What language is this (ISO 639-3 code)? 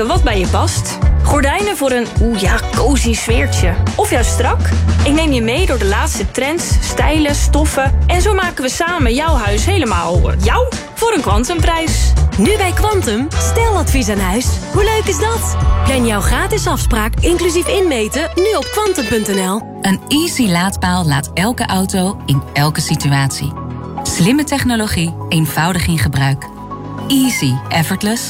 nld